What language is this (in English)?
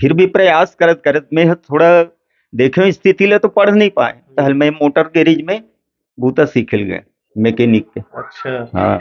Chhattisgarhi